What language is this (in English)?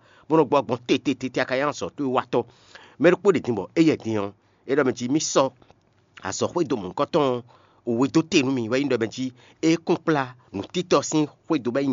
Fon